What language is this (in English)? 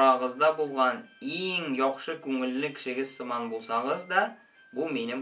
Tatar